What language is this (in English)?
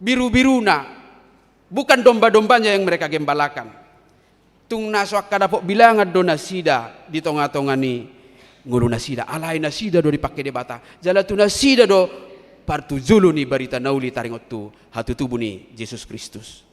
Batak Toba